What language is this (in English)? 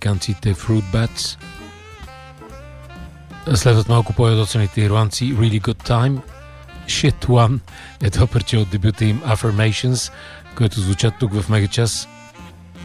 Bulgarian